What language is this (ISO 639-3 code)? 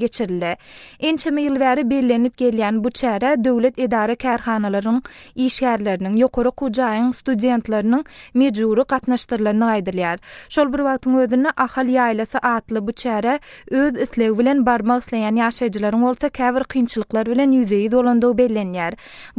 tuk